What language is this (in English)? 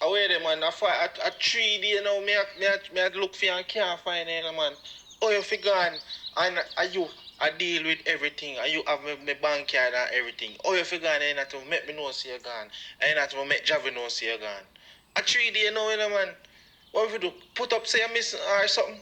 Jamaican Creole English